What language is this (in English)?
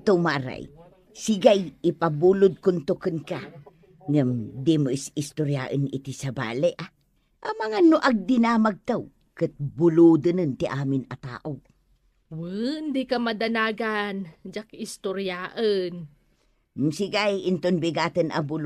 Iloko